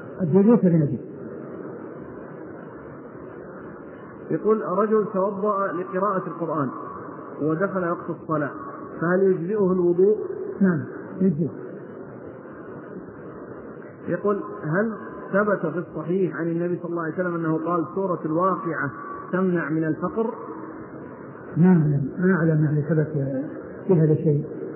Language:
Arabic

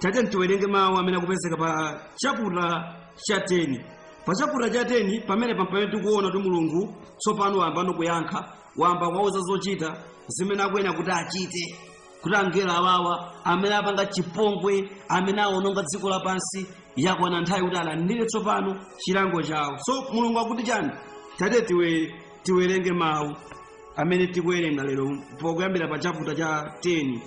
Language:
Nyanja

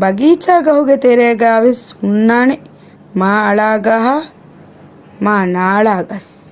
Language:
Divehi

